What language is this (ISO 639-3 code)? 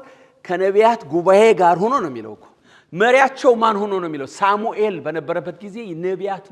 amh